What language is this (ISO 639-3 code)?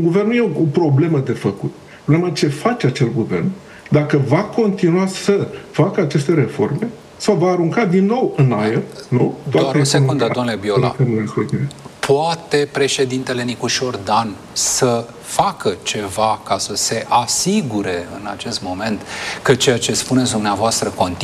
ron